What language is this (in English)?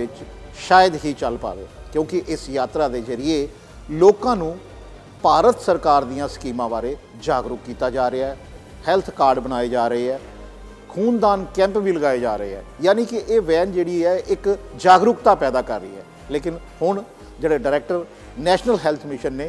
Punjabi